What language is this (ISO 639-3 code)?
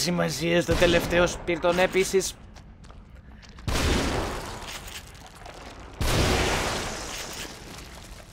ell